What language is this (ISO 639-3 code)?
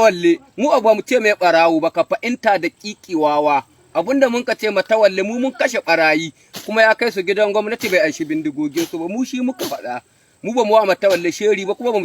hau